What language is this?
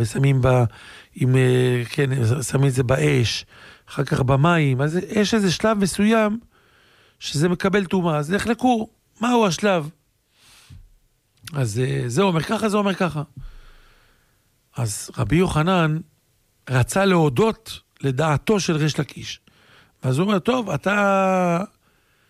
Hebrew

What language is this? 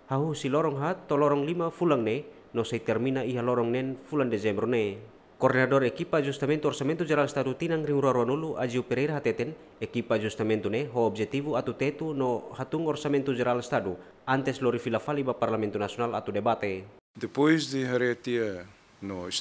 Tetum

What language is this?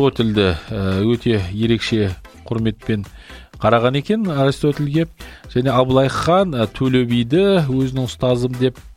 Kazakh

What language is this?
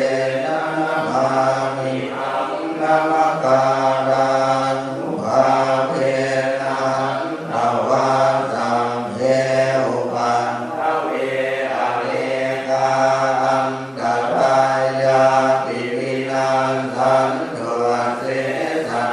Pali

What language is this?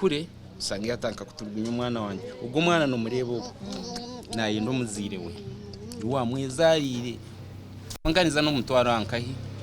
Nyankole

